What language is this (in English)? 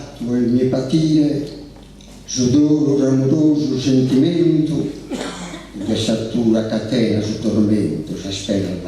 Sardinian